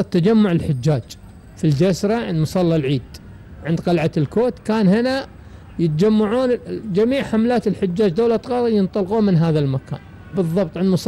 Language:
Gulf Arabic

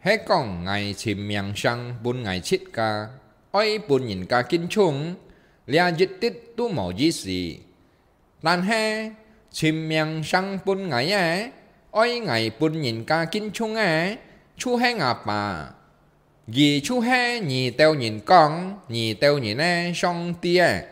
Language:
Hakka Chinese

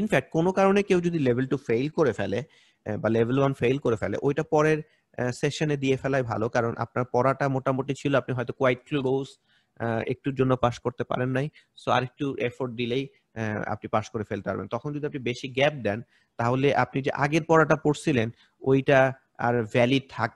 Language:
Bangla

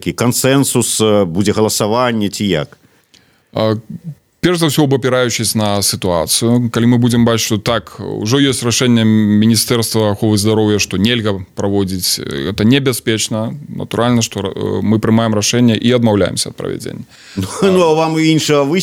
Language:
Belarusian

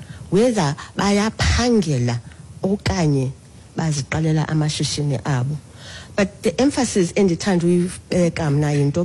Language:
Xhosa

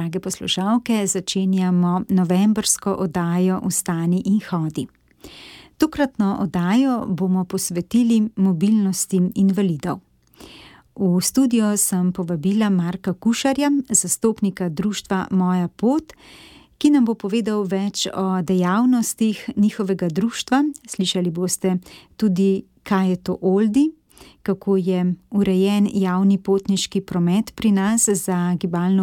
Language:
Slovenian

